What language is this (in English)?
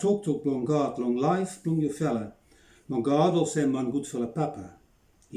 Bislama